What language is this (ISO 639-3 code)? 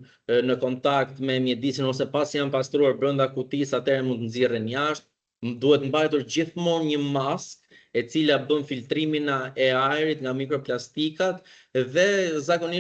sqi